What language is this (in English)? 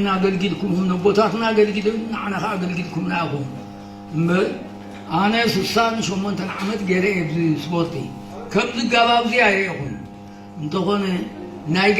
Tigrinya